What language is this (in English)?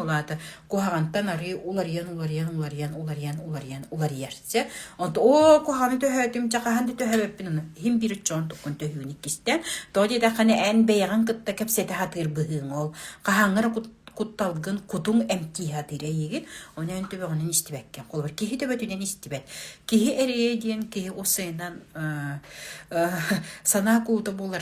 Yakut